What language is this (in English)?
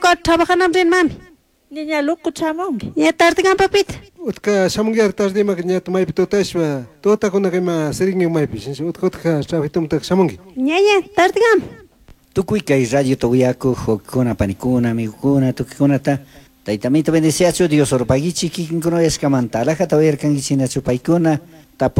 Chimborazo Highland Quichua